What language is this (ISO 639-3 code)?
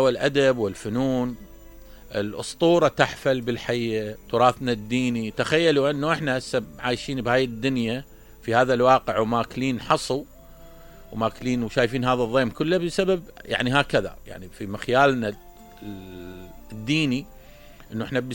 acm